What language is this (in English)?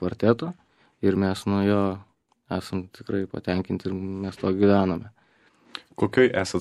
Lithuanian